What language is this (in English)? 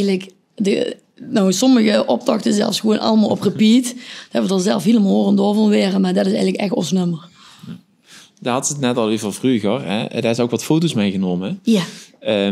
Limburgish